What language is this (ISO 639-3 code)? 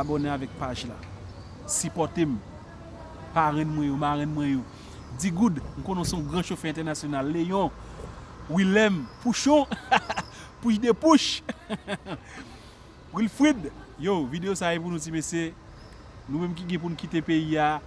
hat